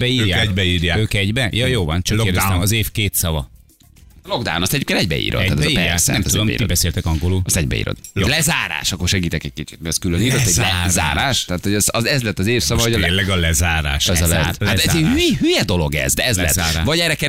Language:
Hungarian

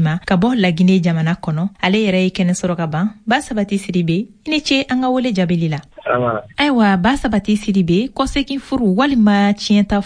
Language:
Bambara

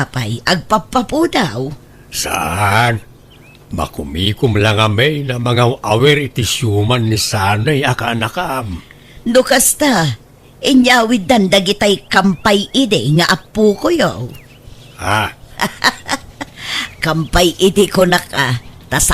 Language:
Iloko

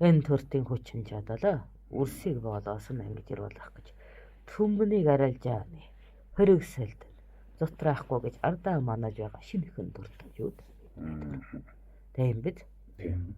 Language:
Mongolian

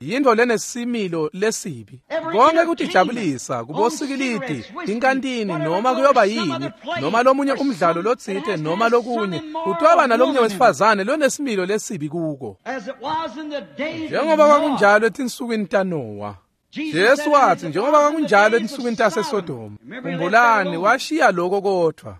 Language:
Swati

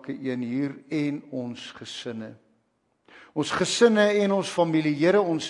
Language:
Afrikaans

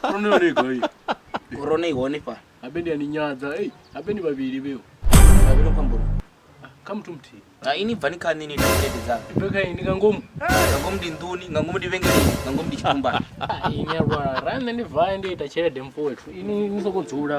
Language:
Venda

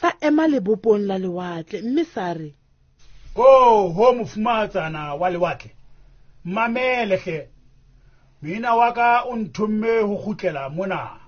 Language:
Southern Sotho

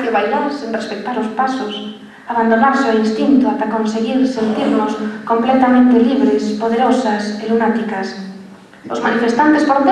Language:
Galician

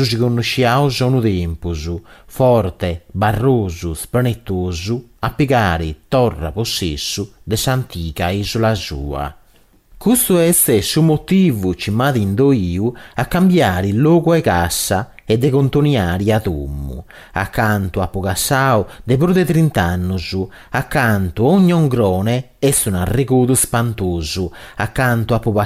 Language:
Sardinian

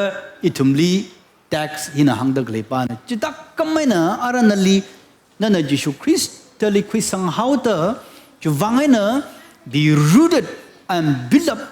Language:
Tangkhul Naga (India)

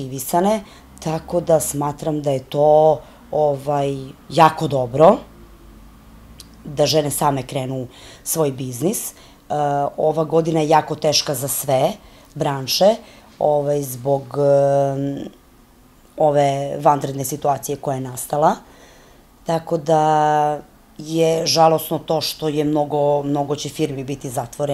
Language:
Serbian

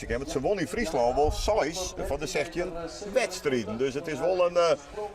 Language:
Western Frisian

